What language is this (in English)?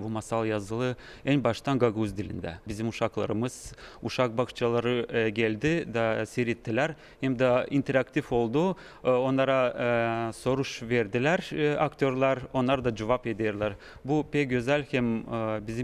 Gagauz